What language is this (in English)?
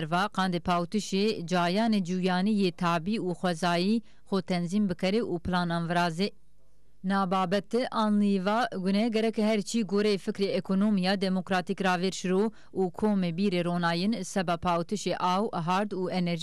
Zaza